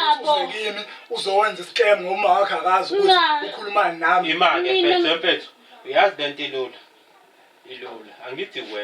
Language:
Zulu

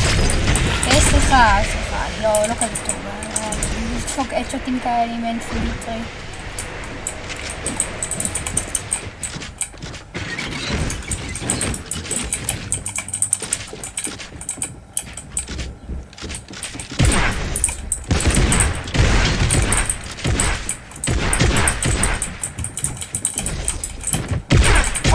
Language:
Hebrew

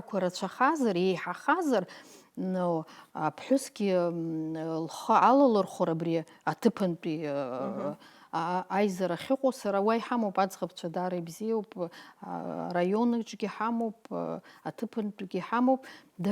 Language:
Abkhazian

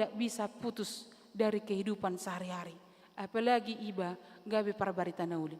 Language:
Batak Toba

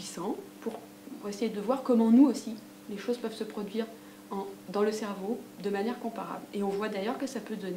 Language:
French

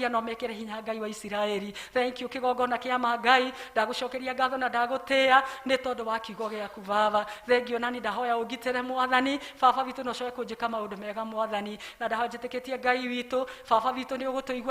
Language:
Kikuyu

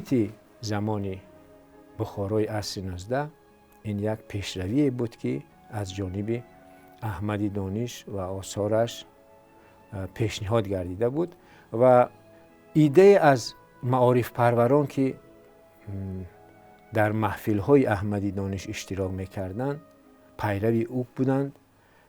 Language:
Tajik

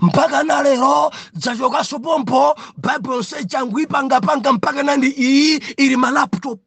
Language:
Nyanja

